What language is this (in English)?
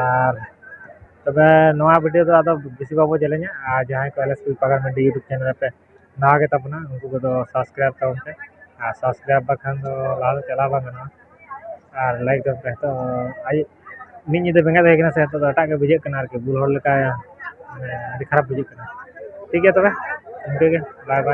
Santali